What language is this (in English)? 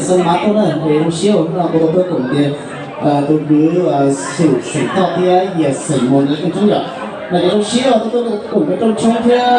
Hmong